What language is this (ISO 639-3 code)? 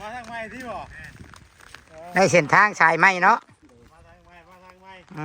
tts